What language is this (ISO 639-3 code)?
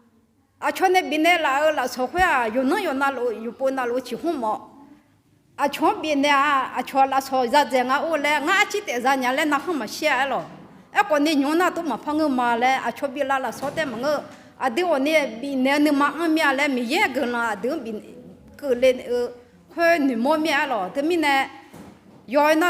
ahk